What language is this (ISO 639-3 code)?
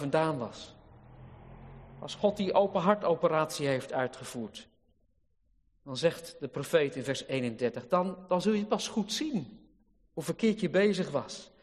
nld